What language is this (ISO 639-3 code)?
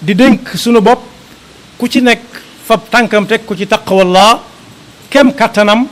wol